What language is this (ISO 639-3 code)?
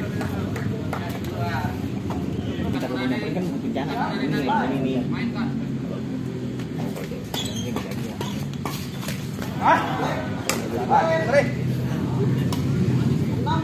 ind